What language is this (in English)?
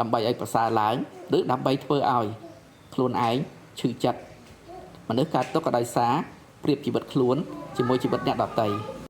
Khmer